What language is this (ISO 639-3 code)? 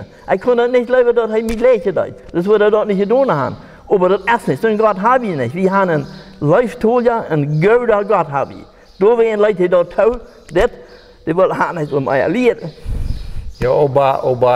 pdt